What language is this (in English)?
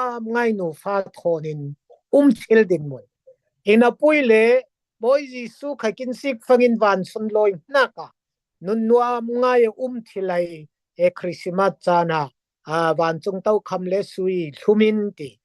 Falam Chin